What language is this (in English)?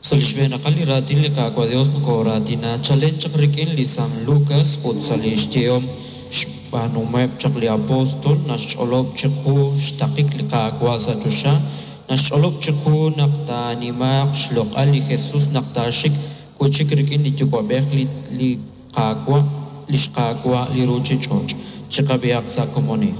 Kekchí